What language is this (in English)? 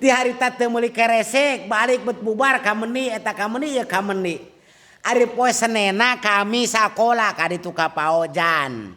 Sundanese